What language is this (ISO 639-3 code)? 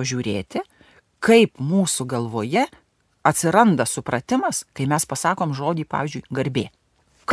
lit